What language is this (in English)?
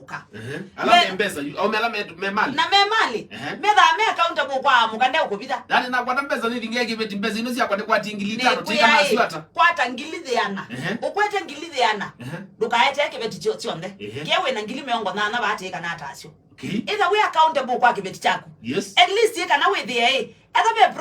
Kamba